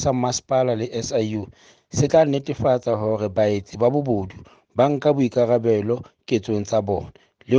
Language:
Southern Sotho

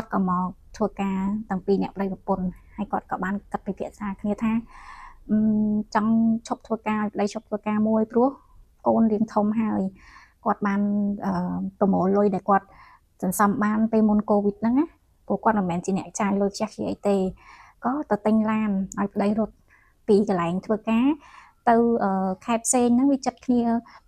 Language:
Khmer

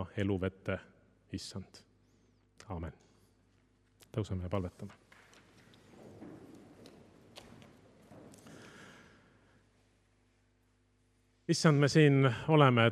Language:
Estonian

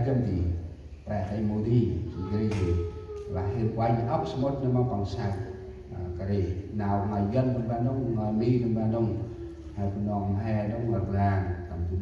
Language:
Central Mnong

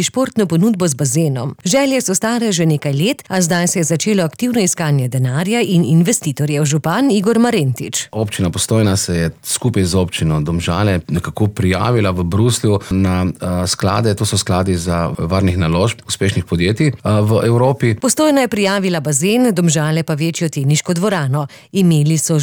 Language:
Slovenian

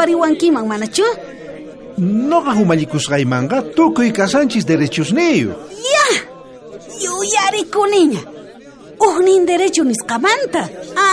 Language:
South Bolivian Quechua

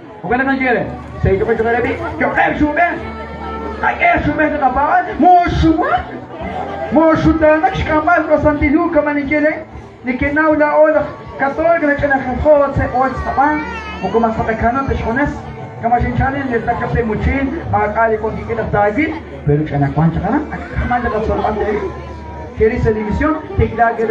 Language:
Kekchí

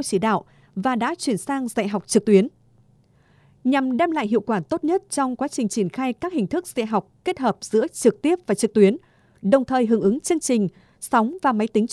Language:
Vietnamese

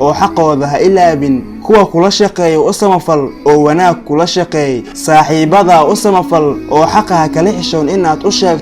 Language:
Somali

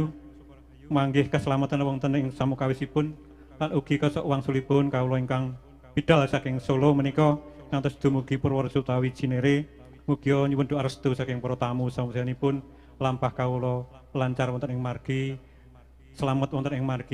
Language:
Javanese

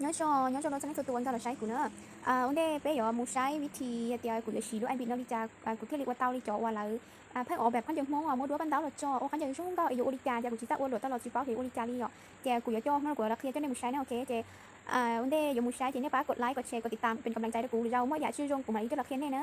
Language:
Hmong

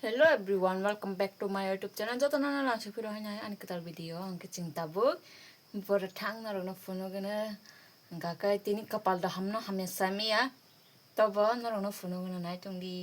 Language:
Kok Borok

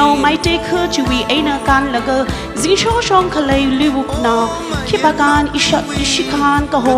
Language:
Tangkhul Naga (India)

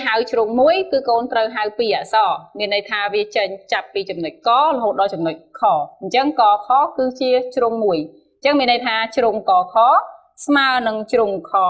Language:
Khmer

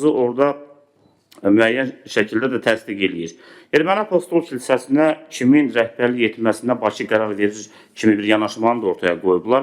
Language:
Azerbaijani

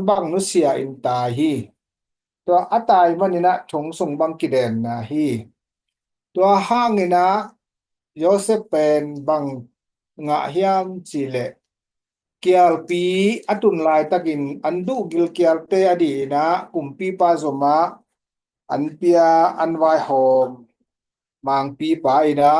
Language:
Tedim Chin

